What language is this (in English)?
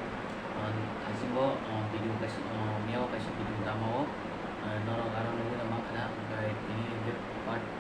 Kok Borok